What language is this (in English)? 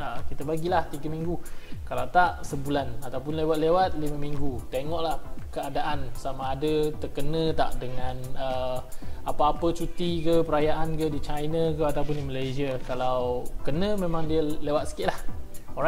Malay